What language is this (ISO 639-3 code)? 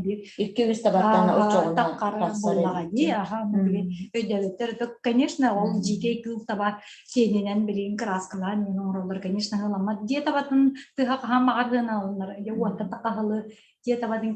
sah